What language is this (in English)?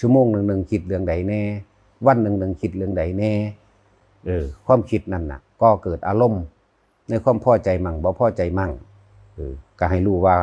Northeastern Thai